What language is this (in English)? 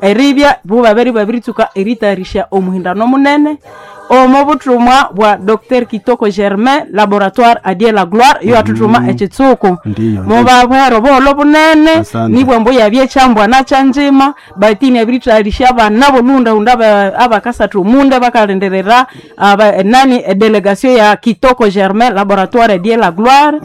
Nande